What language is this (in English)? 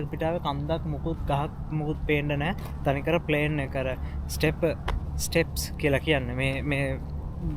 Sinhala